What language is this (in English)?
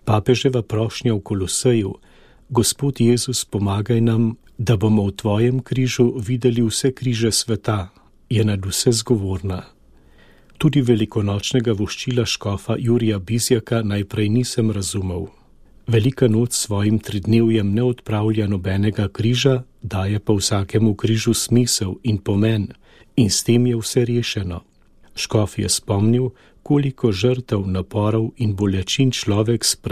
Slovenian